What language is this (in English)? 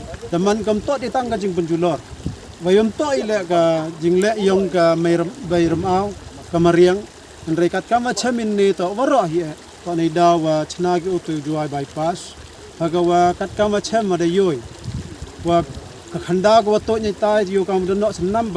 Khasi